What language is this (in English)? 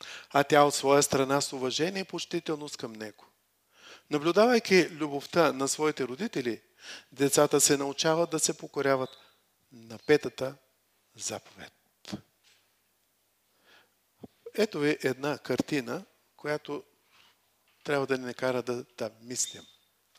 Bulgarian